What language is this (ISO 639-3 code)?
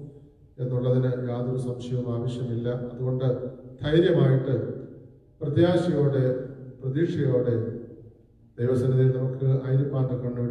mal